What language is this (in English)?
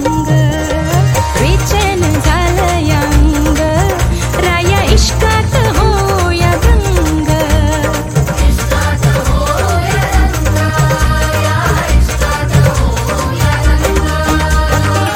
Marathi